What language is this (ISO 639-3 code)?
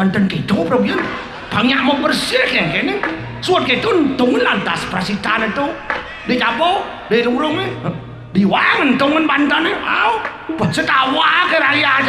ban